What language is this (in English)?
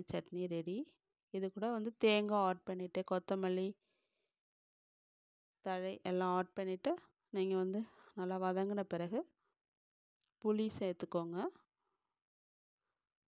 Tamil